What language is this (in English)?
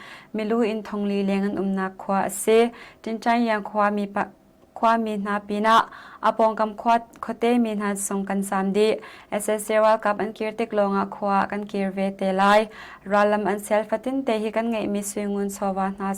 Hakha Chin